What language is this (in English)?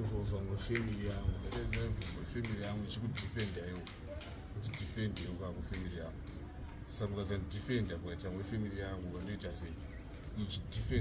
Shona